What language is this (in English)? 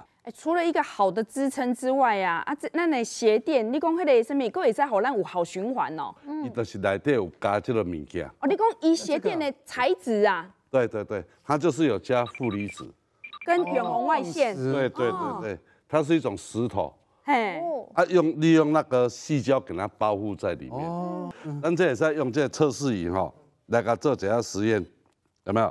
Chinese